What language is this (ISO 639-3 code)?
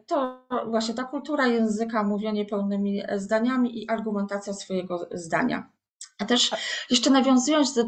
pol